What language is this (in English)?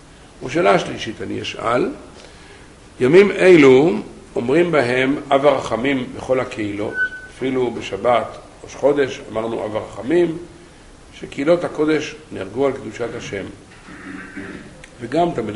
Hebrew